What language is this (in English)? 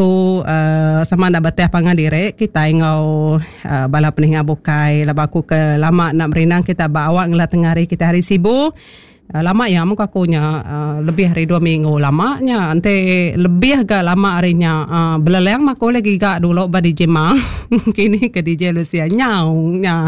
Iban